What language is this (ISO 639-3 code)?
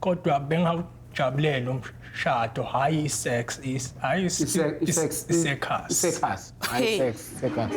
zul